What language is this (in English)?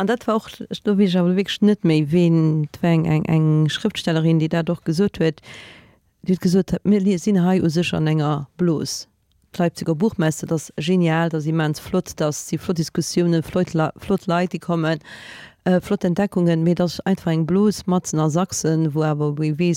Luxembourgish